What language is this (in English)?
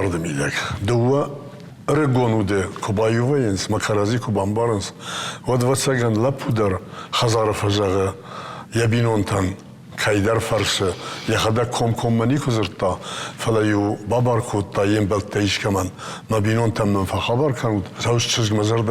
Ossetic